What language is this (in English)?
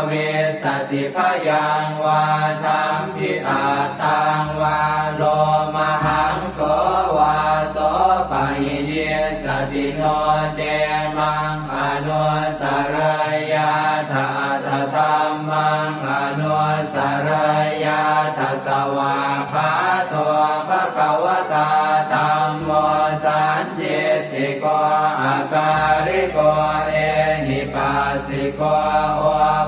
Pali